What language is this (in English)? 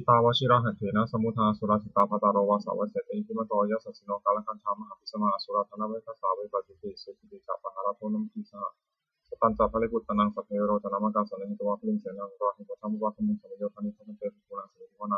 Pali